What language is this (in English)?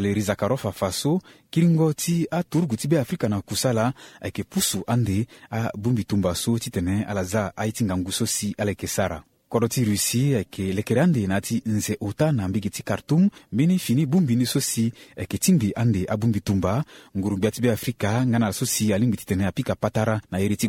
Sango